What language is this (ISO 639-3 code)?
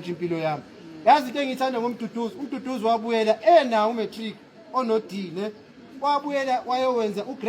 zul